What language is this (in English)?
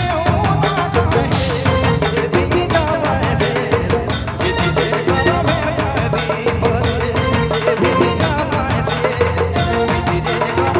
Sadri